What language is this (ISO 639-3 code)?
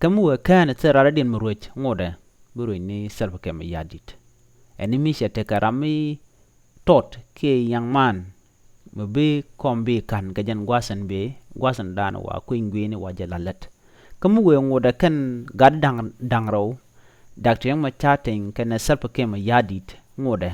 nus